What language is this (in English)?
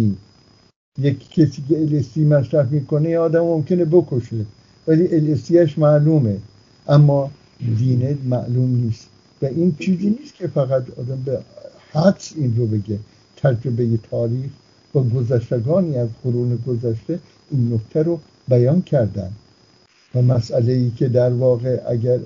Persian